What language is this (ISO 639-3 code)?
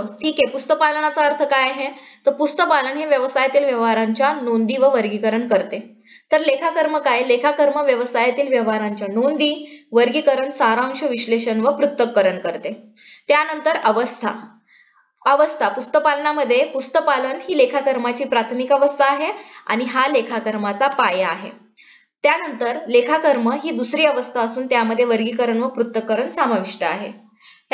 mar